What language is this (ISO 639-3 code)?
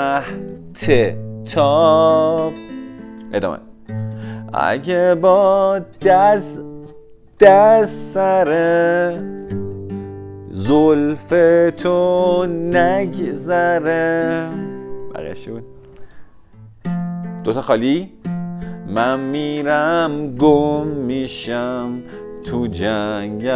fas